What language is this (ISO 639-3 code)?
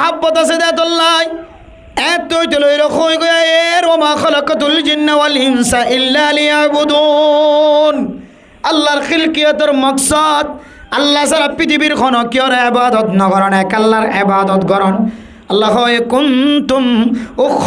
rhg